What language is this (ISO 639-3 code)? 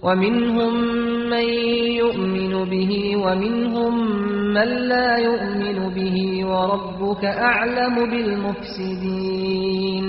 kur